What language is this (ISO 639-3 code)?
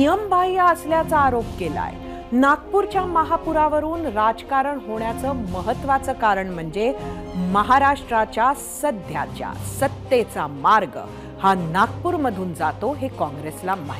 mar